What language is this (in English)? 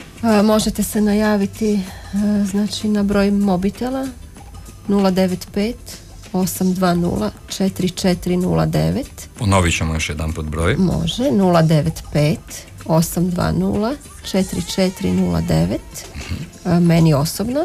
Croatian